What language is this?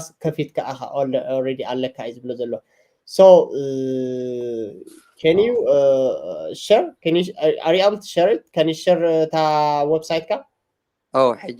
Tigrinya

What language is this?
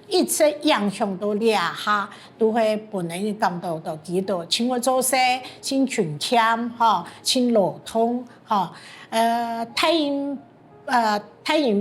Hakka Chinese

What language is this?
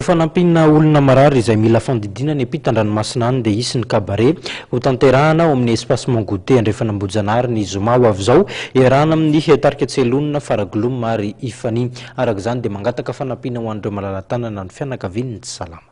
Malagasy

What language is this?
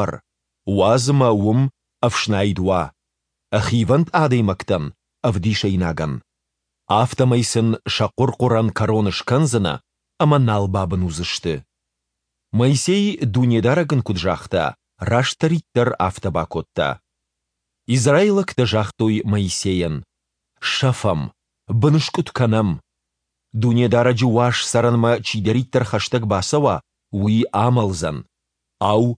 Ossetic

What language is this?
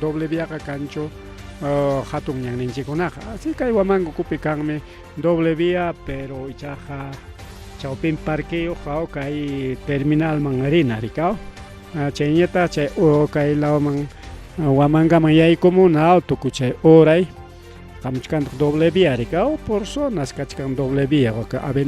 Ayacucho Quechua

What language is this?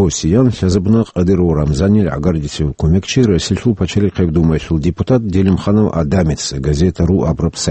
Avaric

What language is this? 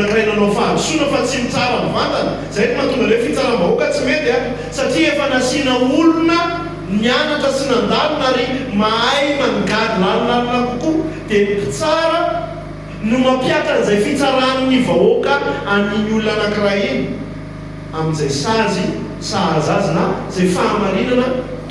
Malagasy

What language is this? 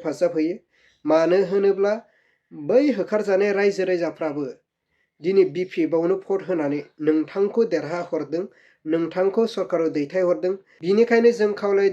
Bodo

